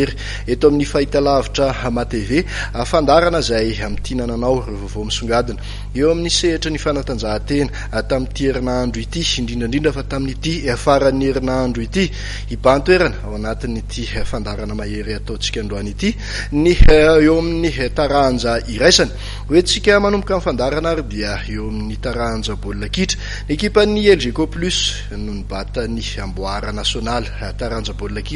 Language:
Malagasy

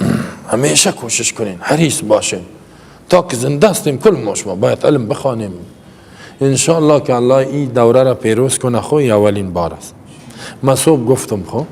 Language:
Persian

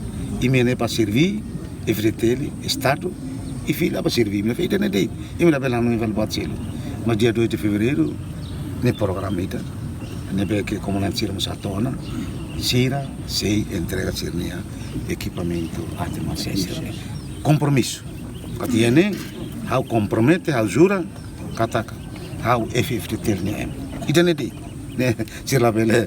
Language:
Tetum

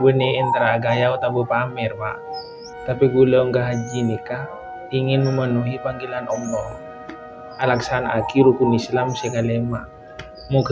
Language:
Madurese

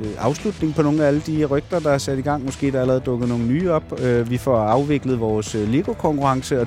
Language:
Danish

